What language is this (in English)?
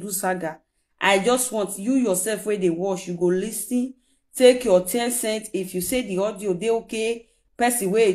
Nigerian Pidgin